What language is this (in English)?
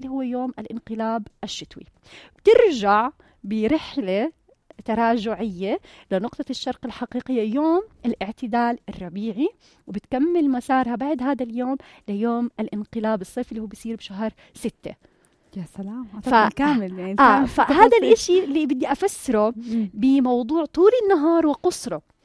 North Levantine Arabic